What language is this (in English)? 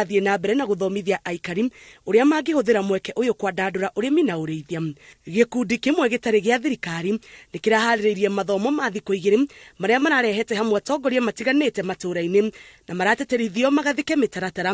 Kikuyu